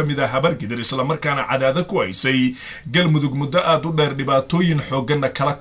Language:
Somali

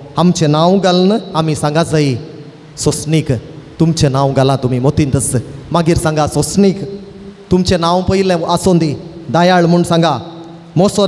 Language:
Konkani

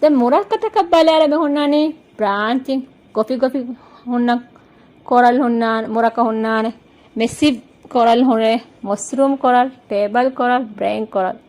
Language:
Divehi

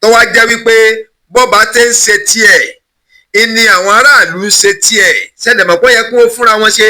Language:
Yoruba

